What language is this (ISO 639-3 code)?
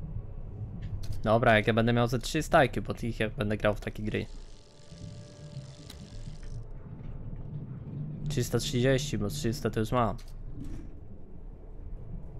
pol